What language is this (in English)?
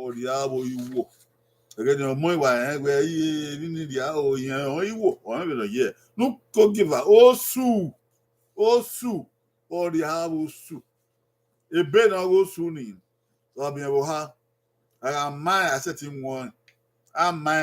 Bini